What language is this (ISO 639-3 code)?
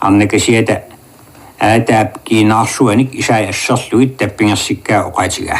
kal